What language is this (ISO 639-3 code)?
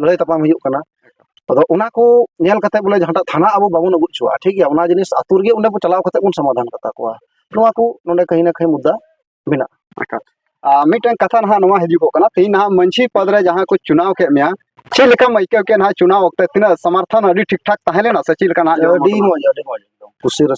sat